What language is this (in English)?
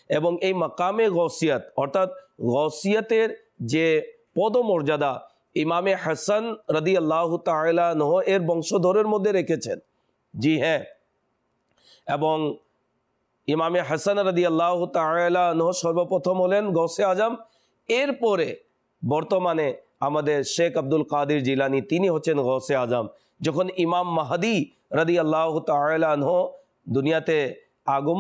Bangla